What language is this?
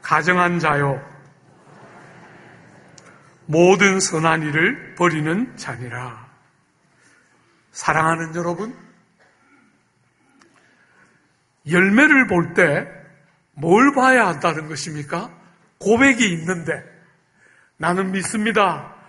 Korean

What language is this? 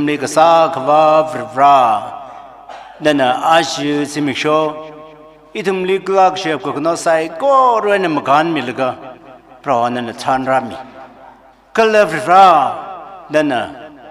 Tangkhul Naga (India)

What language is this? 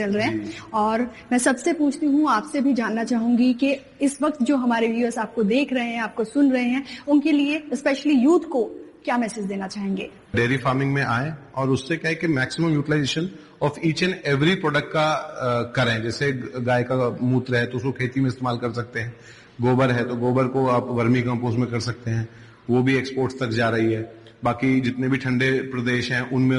Hindi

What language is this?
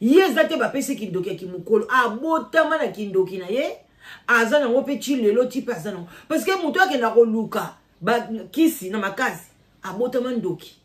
Lingala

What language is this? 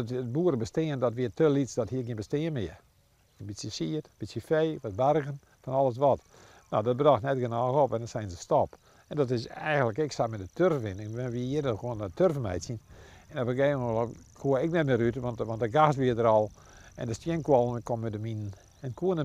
Western Frisian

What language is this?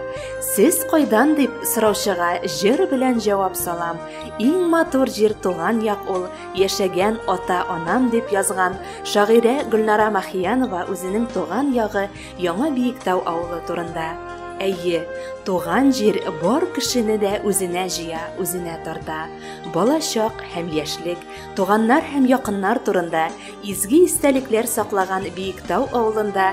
Bashkir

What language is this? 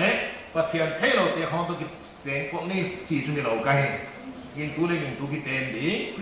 Paite Chin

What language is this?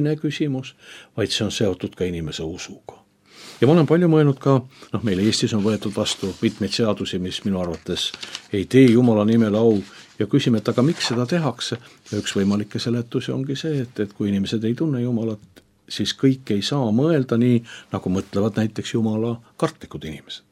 Estonian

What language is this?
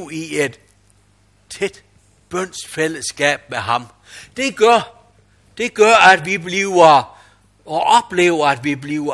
Danish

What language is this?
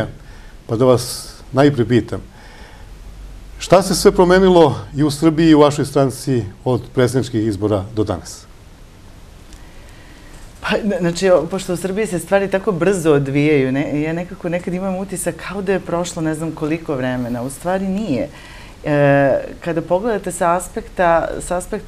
Serbian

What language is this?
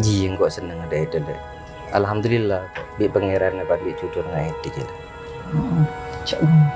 Madurese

